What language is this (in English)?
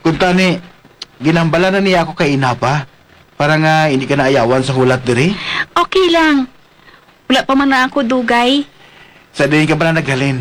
Hiligaynon